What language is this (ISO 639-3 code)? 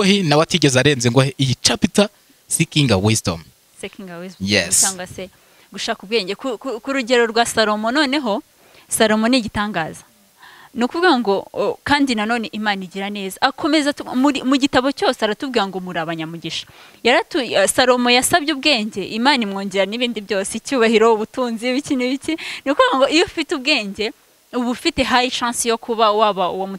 kin